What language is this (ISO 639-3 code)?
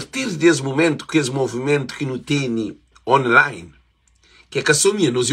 kea